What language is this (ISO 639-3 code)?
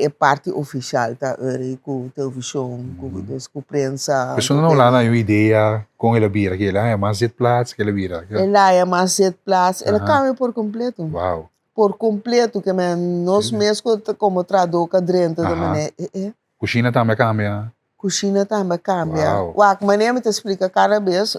pap